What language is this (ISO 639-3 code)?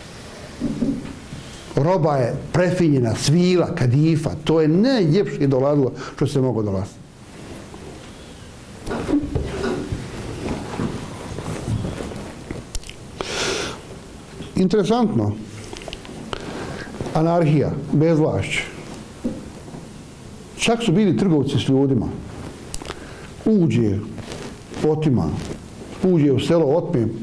bos